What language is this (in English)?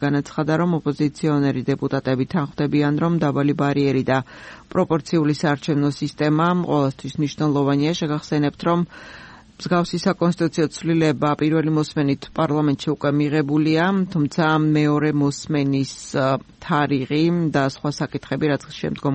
Georgian